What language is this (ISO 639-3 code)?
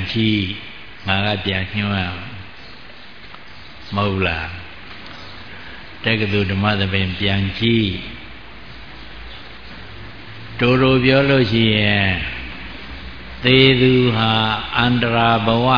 mya